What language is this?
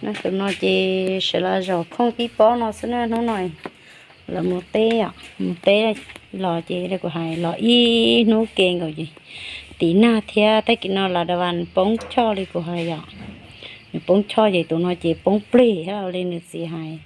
Hmong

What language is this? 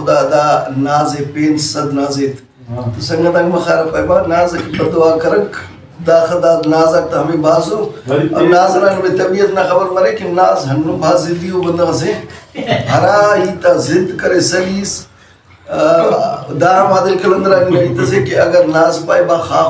Brahui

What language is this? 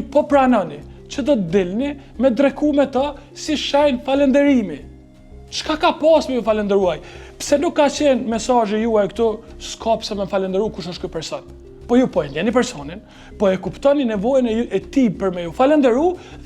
Albanian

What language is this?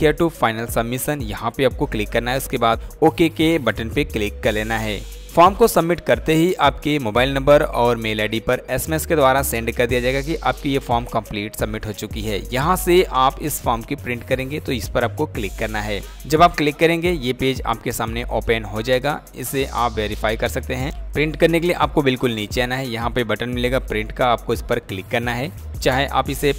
Hindi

